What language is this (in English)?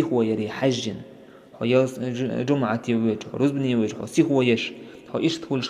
Chechen